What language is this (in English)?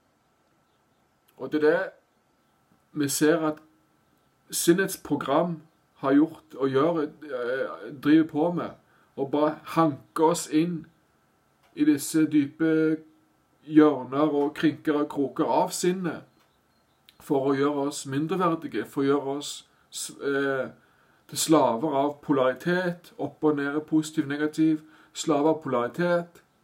Norwegian